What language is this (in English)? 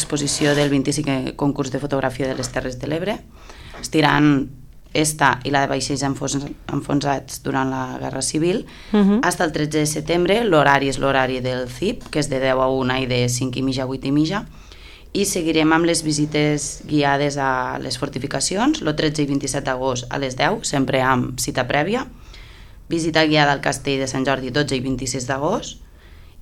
Catalan